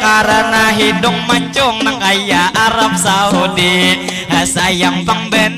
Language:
Banjar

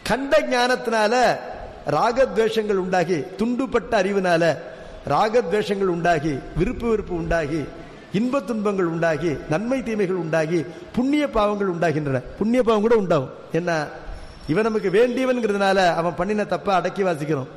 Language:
Tamil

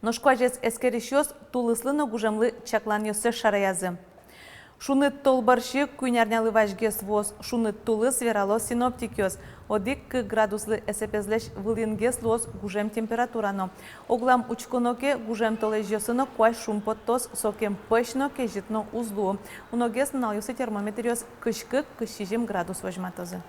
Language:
Udmurt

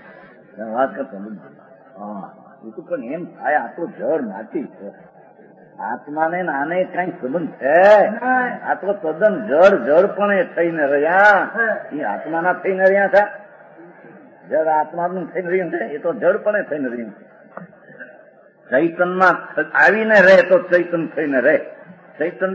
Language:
Gujarati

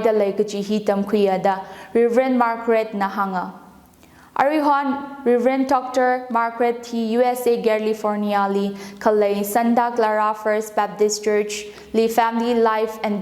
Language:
Tangkhul Naga (India)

